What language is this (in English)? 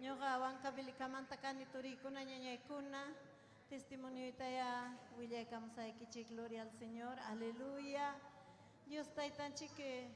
Ayacucho Quechua